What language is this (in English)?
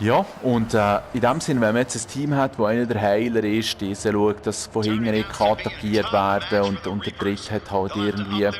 Swiss German